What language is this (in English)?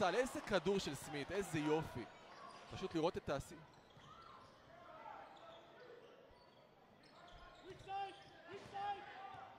Hebrew